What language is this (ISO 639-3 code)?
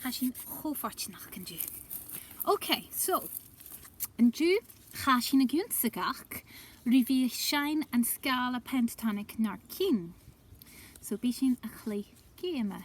gla